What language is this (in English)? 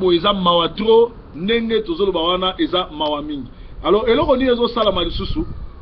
Lingala